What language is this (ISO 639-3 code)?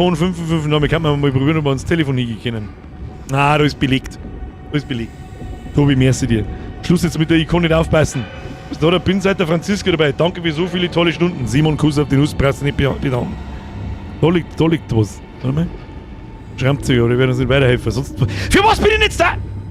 bar